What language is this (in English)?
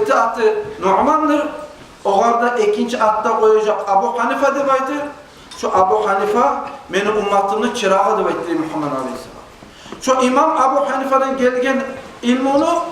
Kumyk